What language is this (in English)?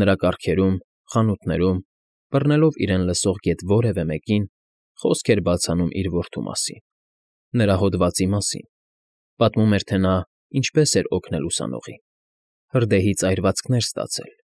Armenian